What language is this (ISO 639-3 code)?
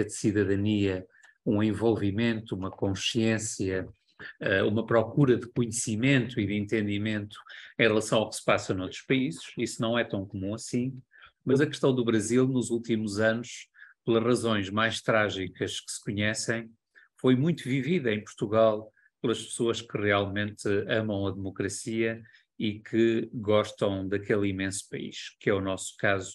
por